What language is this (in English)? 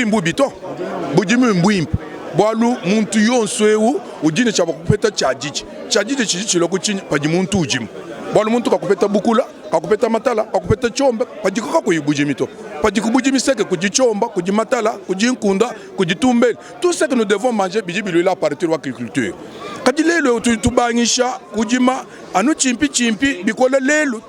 Luba-Lulua